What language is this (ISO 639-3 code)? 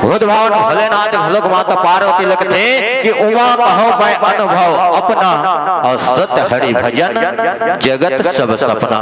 hne